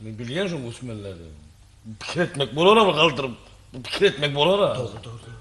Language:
Turkmen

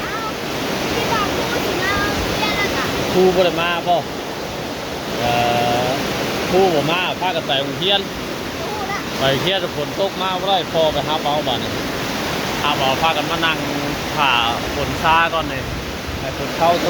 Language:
Northeastern Thai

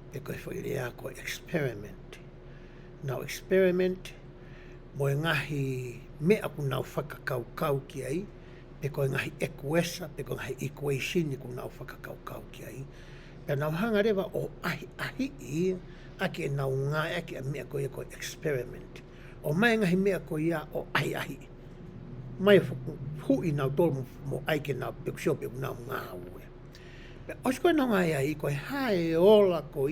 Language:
Tongan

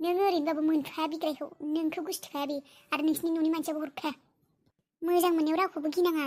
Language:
Bodo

